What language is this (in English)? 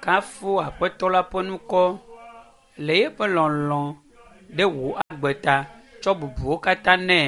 Ewe